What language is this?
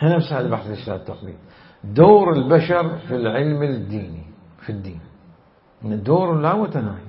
Mesopotamian Arabic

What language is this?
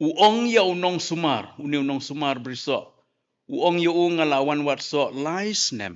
Khasi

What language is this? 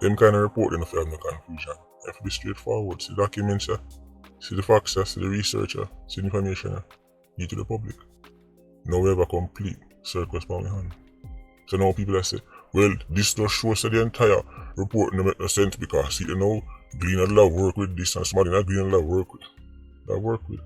Jamaican Creole English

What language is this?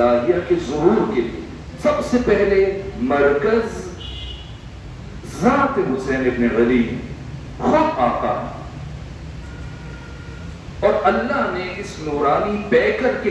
Urdu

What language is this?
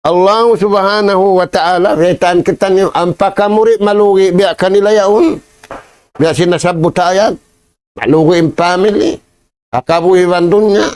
Tausug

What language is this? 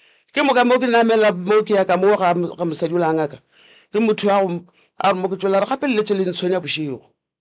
Northern Sotho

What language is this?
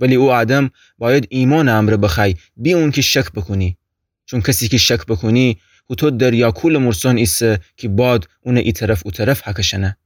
Gilaki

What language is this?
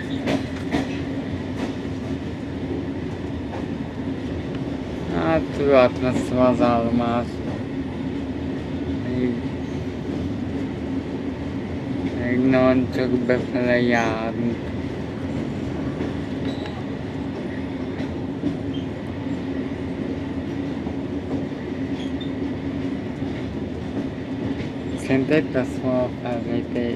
Hungarian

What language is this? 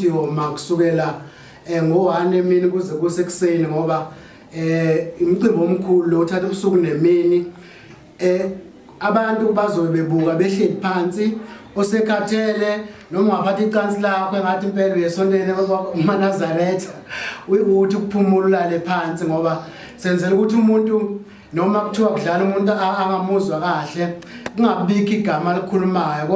Zulu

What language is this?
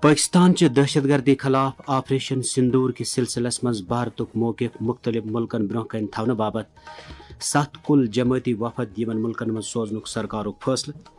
Kashmiri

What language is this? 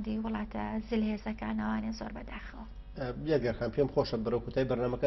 Central Kurdish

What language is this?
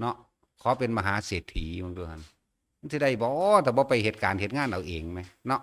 Northeastern Thai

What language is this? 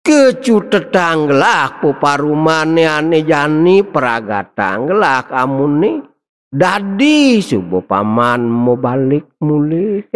Balinese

